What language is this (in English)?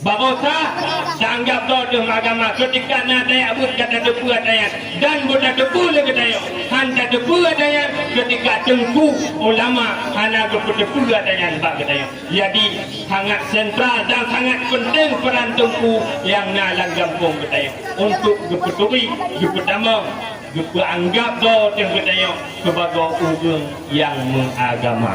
Achinese